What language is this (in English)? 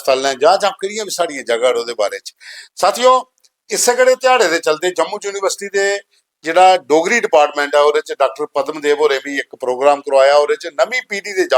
Dogri